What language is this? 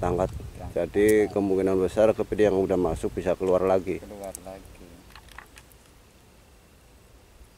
Indonesian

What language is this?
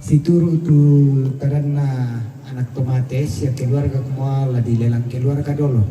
Toraja-Sa'dan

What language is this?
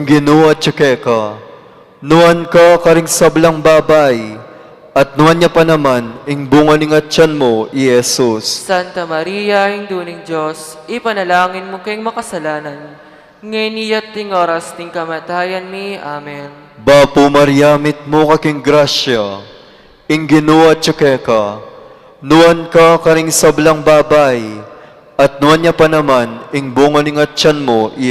Pampanga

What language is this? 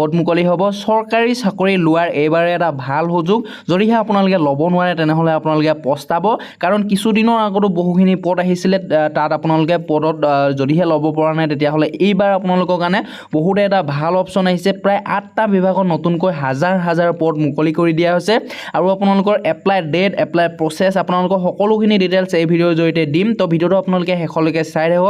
Assamese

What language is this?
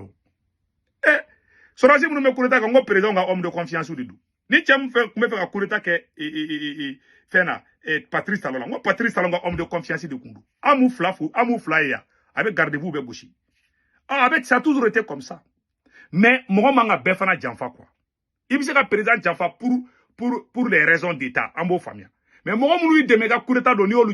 Bambara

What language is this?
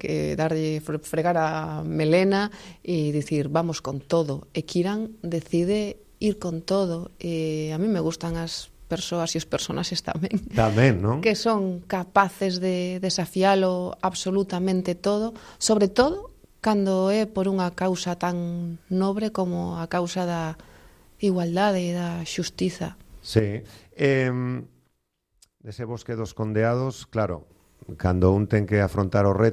Galician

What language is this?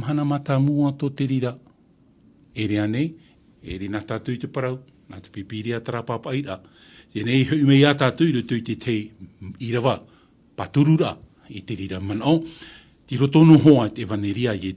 Tahitian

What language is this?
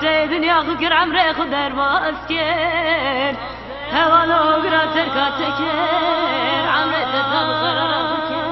Kurdish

